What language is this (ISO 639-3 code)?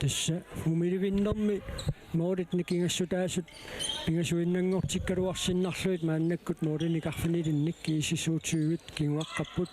kal